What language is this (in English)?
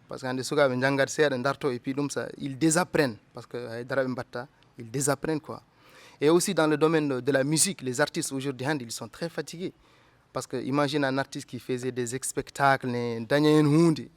Fula